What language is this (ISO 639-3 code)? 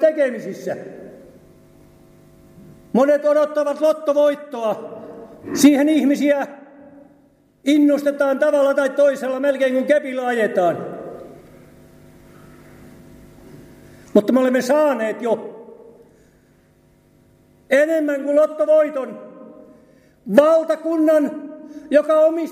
fin